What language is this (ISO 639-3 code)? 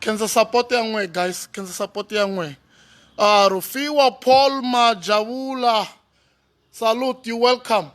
tso